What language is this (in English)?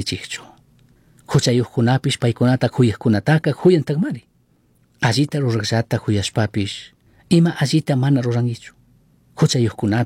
Chimborazo Highland Quichua